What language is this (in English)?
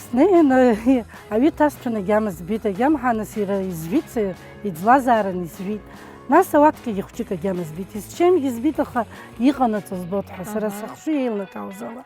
Abkhazian